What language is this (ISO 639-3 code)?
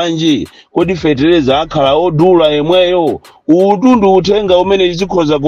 nya